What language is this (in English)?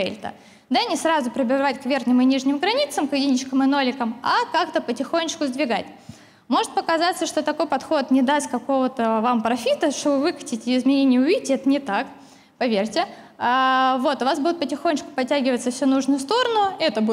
Russian